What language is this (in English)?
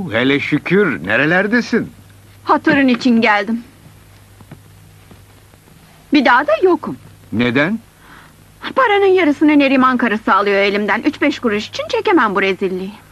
Turkish